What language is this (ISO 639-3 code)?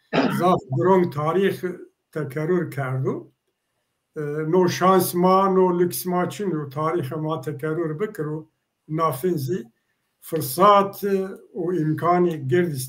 zza